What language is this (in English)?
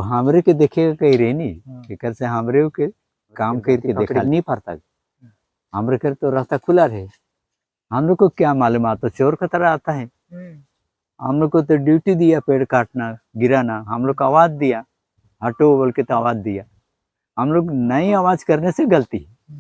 Sadri